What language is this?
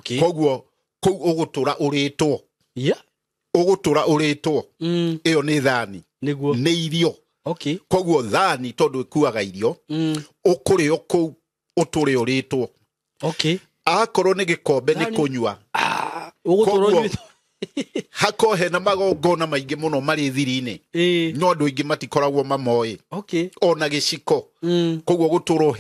Kikuyu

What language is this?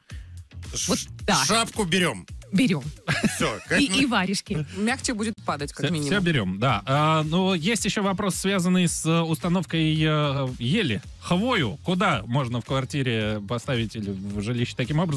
Russian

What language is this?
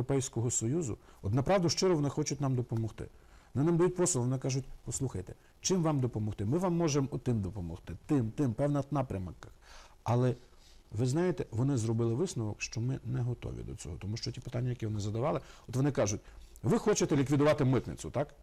Ukrainian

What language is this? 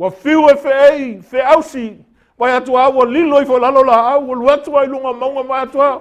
Samoan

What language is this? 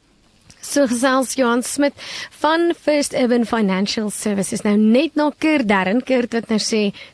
Afrikaans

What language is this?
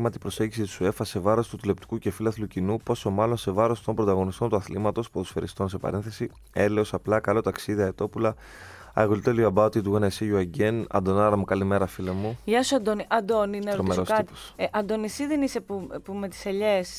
Greek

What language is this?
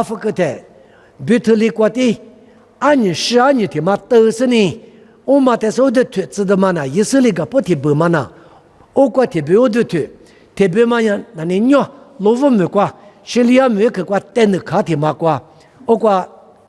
Lisu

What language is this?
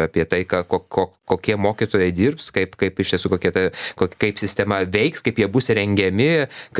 Lithuanian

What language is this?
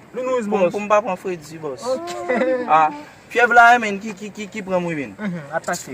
Haitian Creole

